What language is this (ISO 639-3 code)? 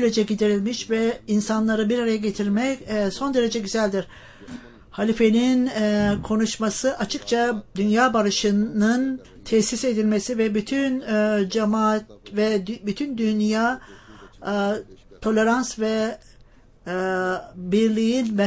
tur